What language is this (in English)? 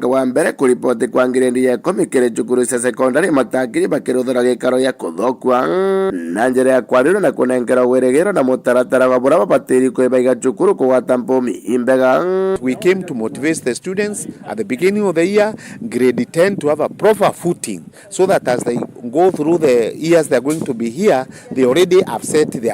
Meru